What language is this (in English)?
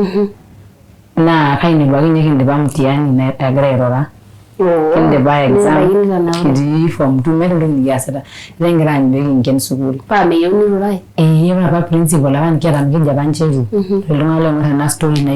Masai